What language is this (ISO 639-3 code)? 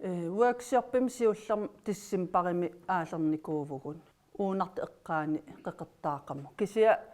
kal